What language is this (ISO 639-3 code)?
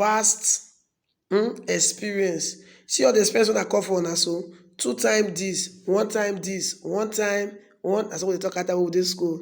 pcm